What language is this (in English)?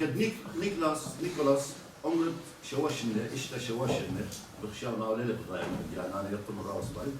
Assyrian Neo-Aramaic